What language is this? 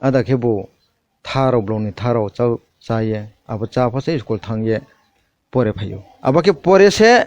Kok Borok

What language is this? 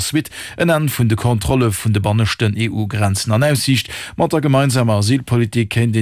Luxembourgish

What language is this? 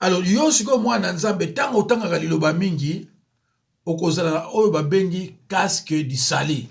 Lingala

